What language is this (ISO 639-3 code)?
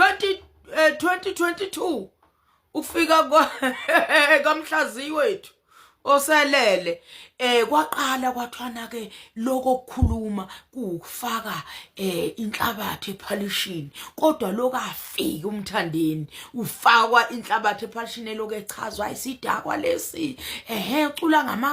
zul